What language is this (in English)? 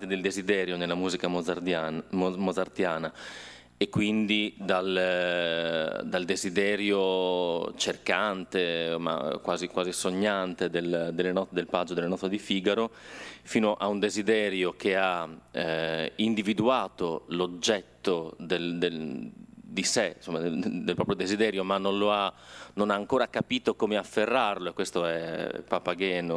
Italian